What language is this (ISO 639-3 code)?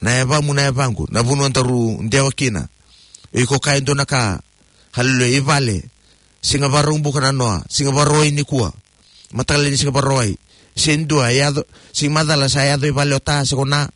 fij